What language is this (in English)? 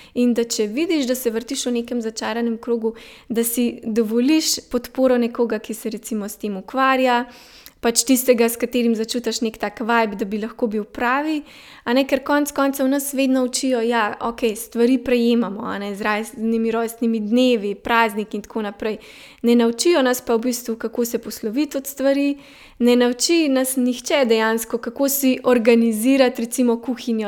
Slovenian